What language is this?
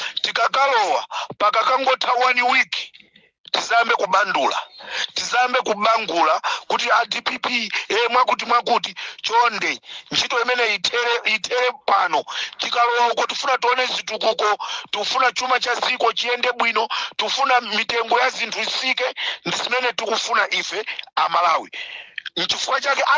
Nyanja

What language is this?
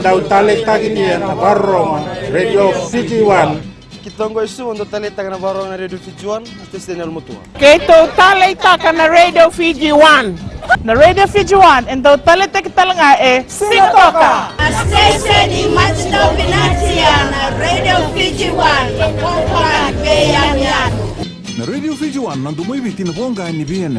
Fijian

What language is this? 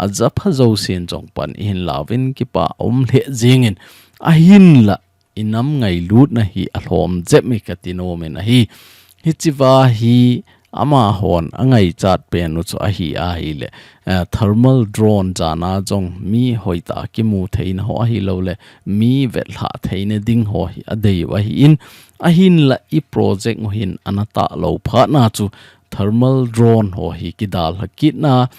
Thado Chin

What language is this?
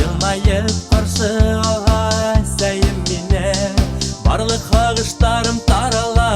Bashkir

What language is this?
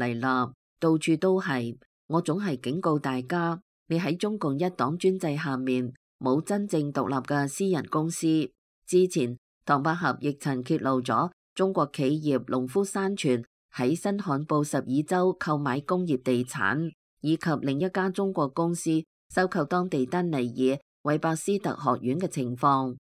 Cantonese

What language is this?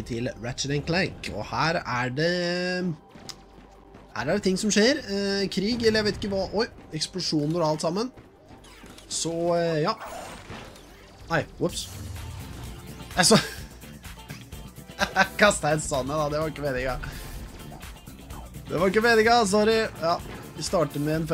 Norwegian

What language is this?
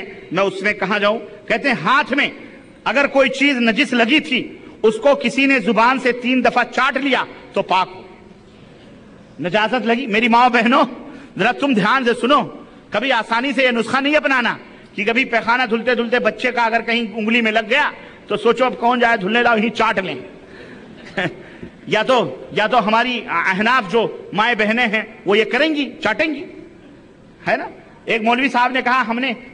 Urdu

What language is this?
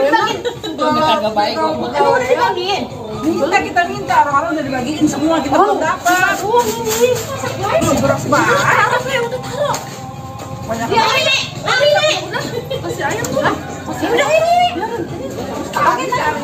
Betawi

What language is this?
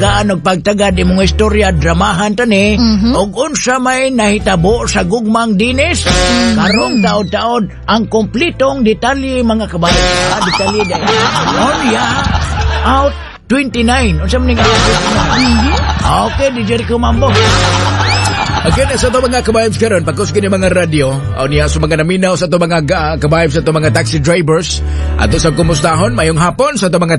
Cebuano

